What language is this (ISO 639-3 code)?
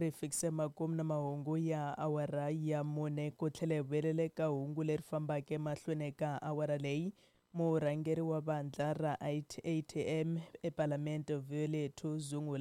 tso